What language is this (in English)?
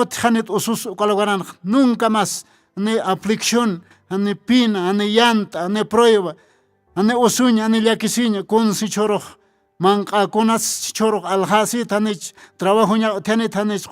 Aymara